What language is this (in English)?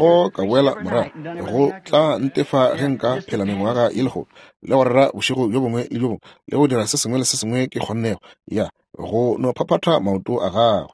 Northern Sotho